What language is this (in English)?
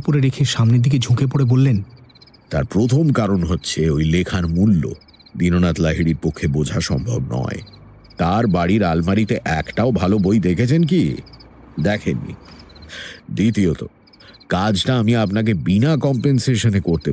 Bangla